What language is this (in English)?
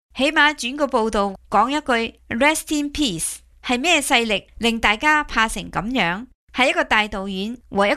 Cantonese